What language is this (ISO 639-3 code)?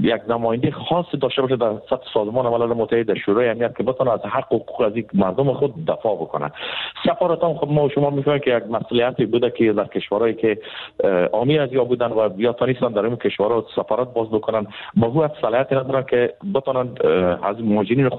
fas